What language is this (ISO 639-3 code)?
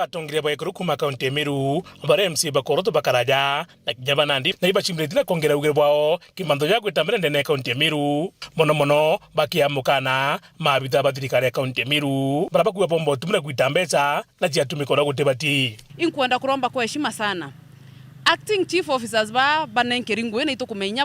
mer